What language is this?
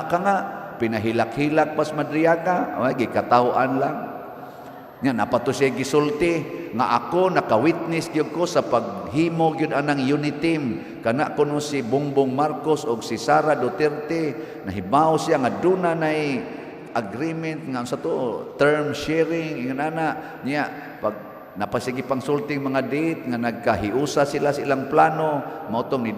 Cebuano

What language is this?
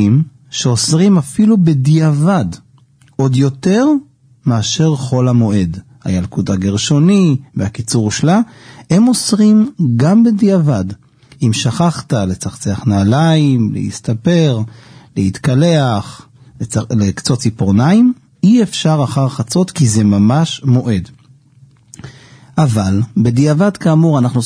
Hebrew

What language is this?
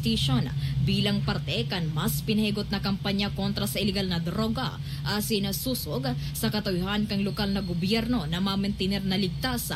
Bikol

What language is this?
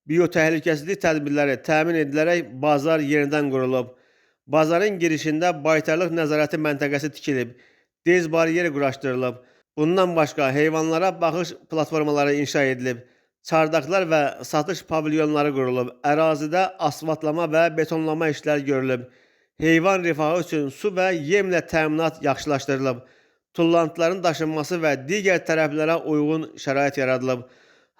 Azerbaijani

